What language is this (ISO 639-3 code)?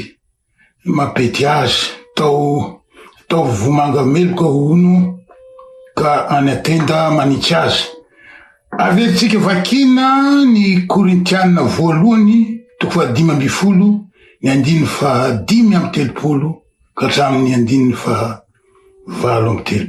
mlg